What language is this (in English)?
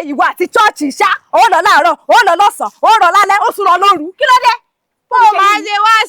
Yoruba